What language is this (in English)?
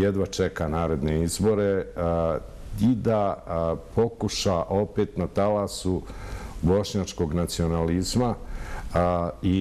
Bosnian